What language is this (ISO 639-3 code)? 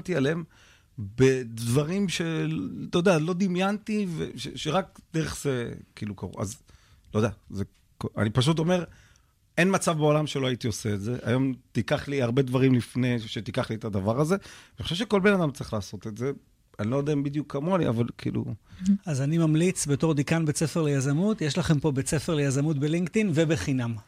heb